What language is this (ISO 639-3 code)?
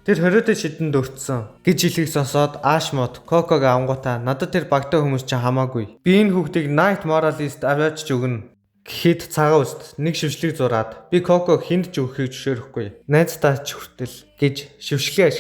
mon